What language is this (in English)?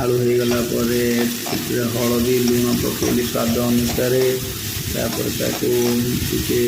Odia